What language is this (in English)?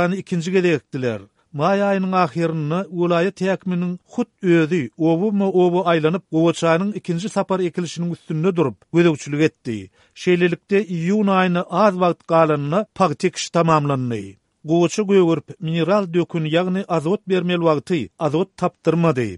Turkmen